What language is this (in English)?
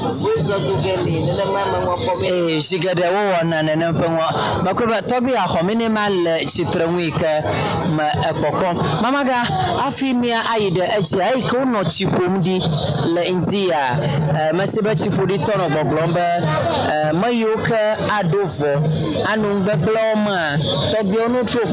Ewe